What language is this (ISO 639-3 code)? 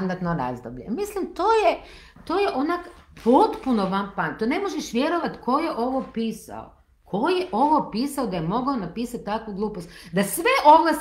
hrv